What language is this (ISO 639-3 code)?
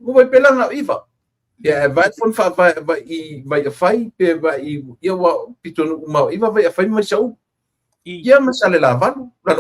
smo